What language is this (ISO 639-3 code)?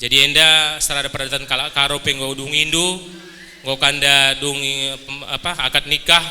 btx